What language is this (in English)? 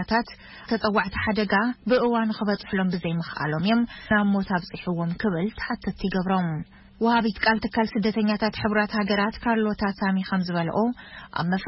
Tigrinya